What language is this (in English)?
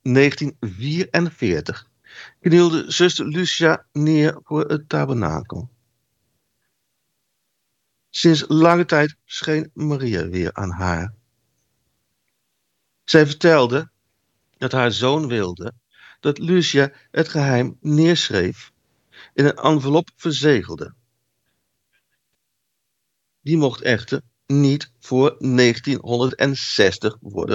Dutch